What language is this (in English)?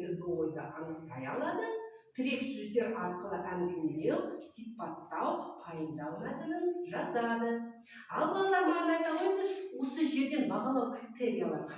Kazakh